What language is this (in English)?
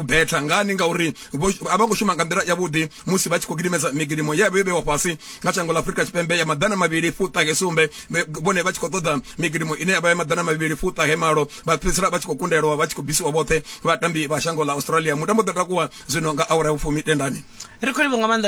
Venda